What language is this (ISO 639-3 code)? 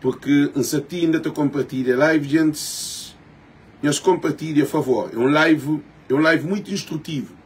kea